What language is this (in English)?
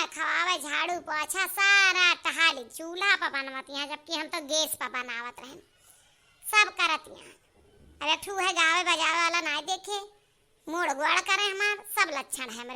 Awadhi